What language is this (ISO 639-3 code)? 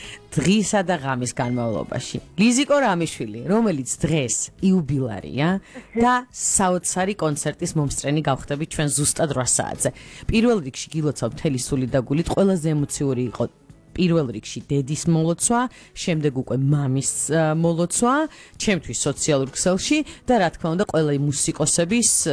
kat